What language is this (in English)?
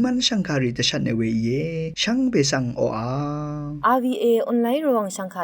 Rawang